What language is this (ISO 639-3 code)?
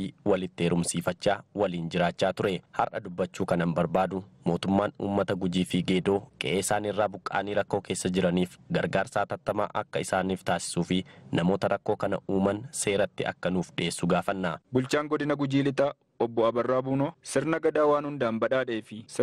orm